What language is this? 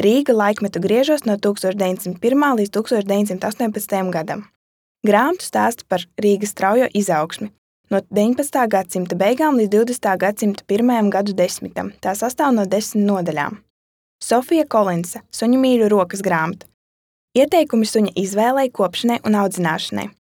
Latvian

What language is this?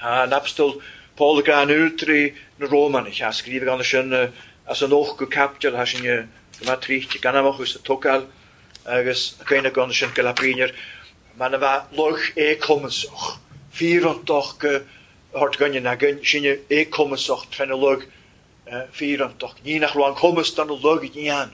Welsh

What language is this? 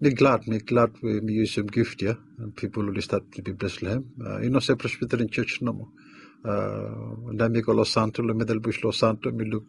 Bislama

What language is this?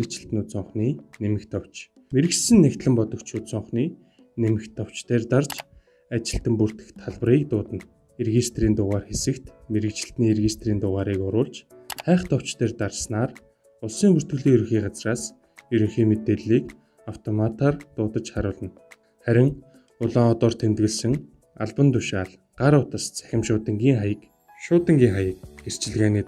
Mongolian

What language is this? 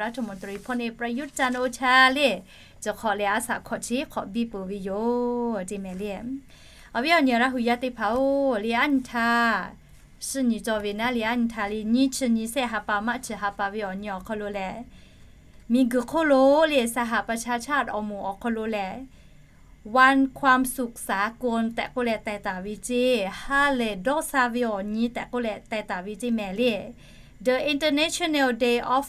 Lahu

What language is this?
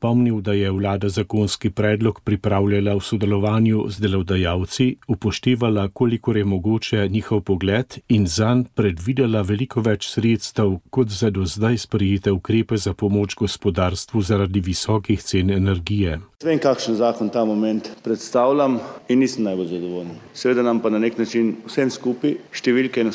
Slovenian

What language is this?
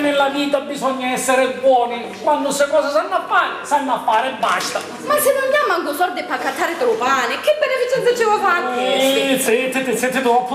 Sicilian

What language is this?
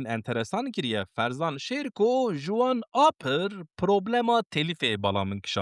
Kurdish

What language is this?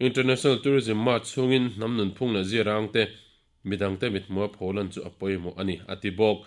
Mizo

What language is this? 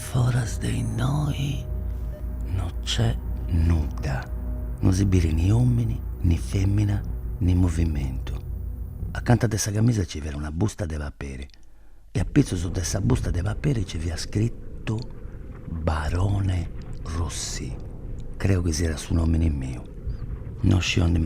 Sardinian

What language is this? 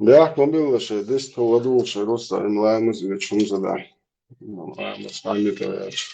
Chechen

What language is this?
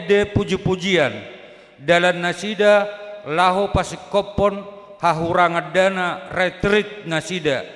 Batak Toba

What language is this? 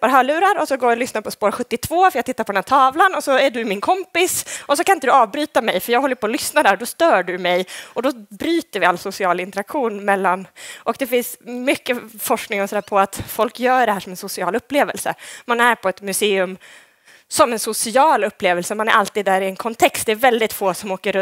Swedish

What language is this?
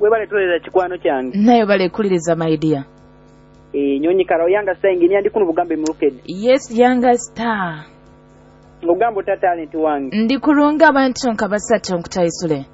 Nyoro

